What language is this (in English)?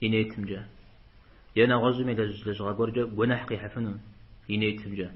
Kabardian